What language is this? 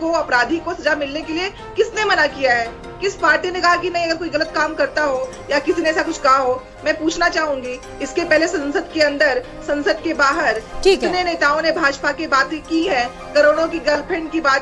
Hindi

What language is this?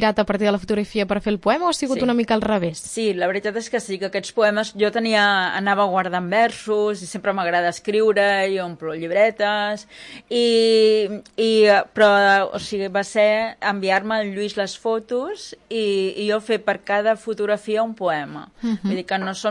Catalan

